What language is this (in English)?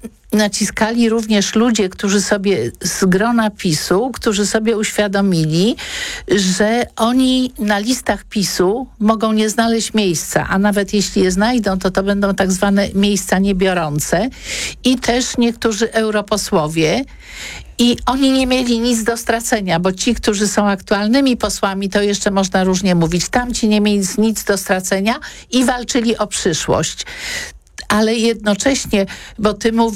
Polish